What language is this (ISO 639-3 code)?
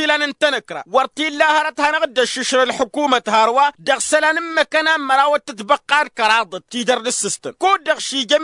taq